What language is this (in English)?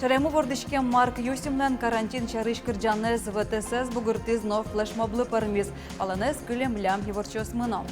Udmurt